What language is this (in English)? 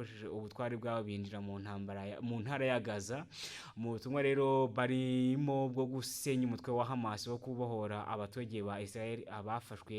Kinyarwanda